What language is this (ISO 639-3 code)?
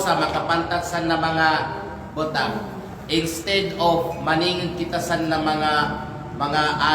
kqe